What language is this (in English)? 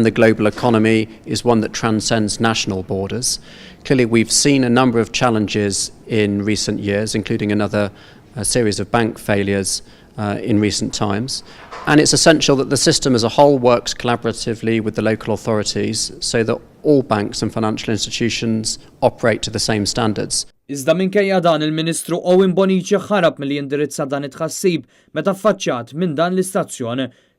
Maltese